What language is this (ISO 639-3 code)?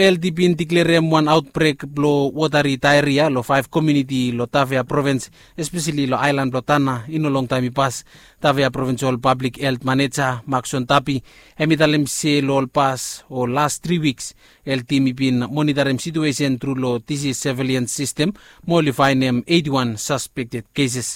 bis